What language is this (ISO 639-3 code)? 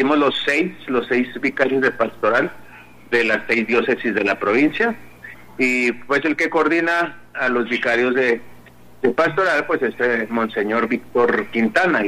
spa